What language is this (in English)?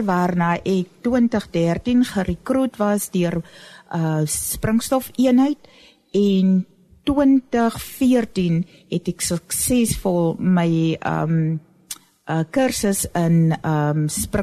Afrikaans